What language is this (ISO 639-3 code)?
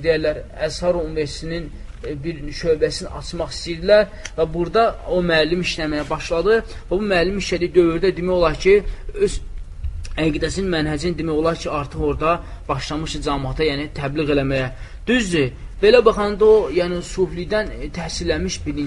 aze